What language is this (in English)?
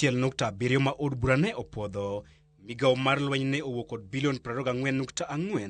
Luo (Kenya and Tanzania)